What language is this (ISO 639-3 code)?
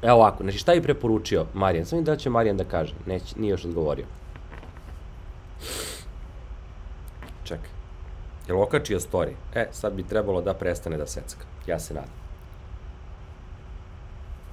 srp